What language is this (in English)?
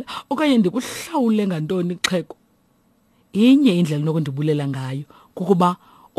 Xhosa